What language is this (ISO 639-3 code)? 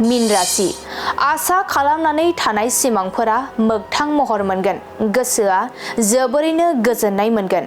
brx